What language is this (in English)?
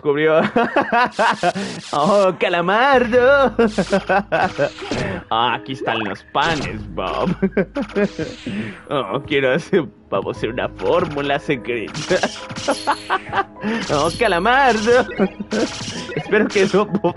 Spanish